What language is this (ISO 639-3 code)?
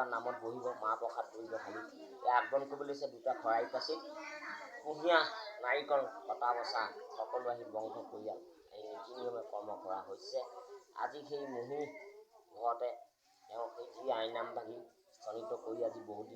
asm